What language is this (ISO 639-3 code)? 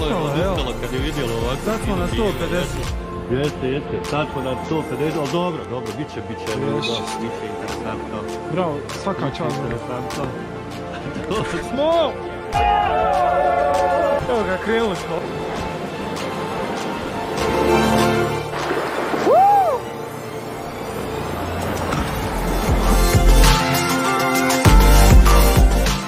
hrv